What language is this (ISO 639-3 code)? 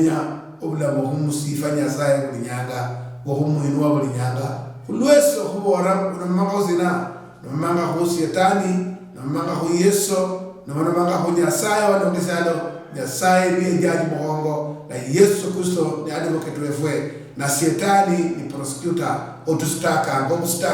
luy